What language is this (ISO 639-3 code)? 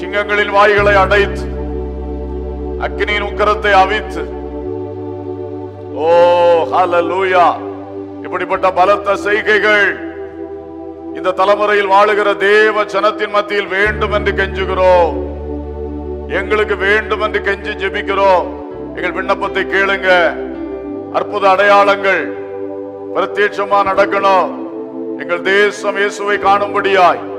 tam